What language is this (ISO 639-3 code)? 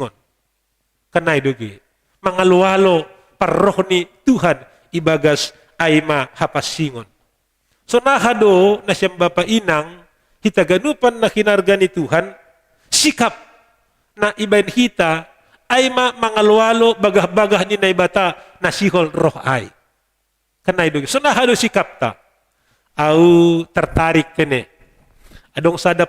bts